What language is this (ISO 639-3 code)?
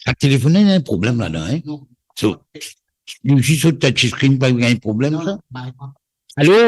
mfe